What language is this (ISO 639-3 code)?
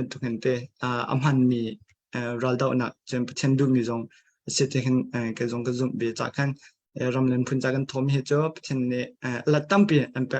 cnh